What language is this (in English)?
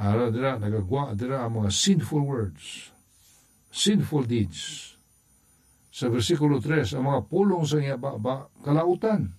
Hiligaynon